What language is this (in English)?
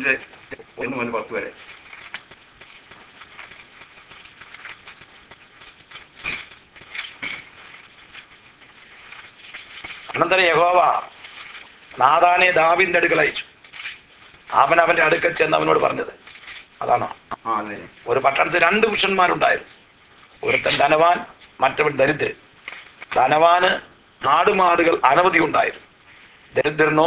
Malayalam